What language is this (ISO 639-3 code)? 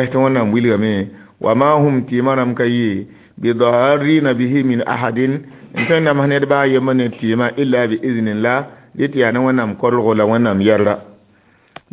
mos